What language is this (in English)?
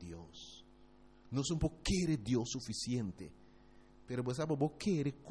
Papiamento